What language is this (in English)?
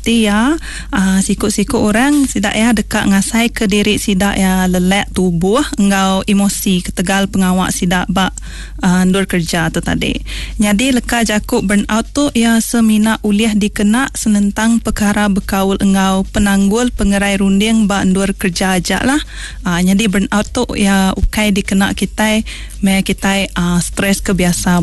Iban